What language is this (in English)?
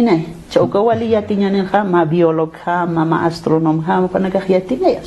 Aymara